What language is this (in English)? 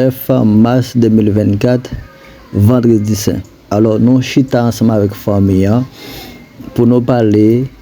Haitian Creole